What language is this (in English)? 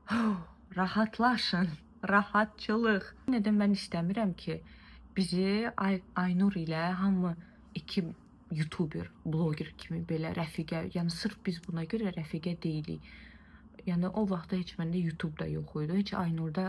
Azerbaijani